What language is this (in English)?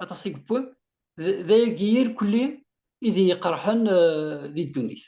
Kabyle